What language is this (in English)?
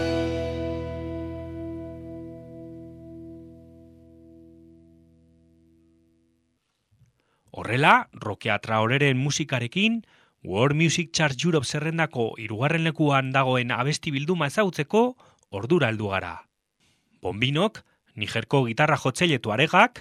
Basque